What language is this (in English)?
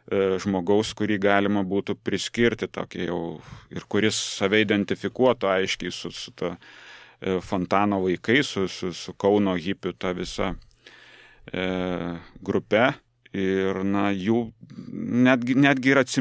Lithuanian